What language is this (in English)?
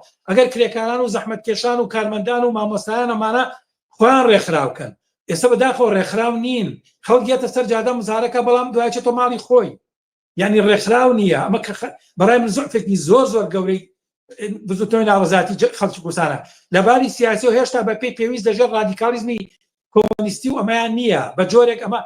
Central Kurdish